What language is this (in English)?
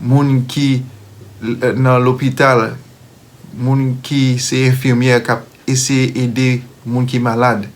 Haitian Creole